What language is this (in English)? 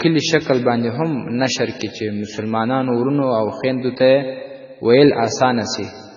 Pashto